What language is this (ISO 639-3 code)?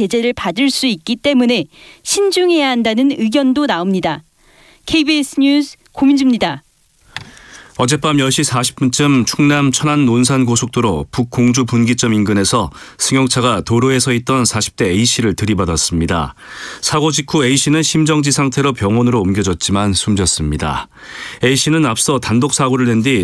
kor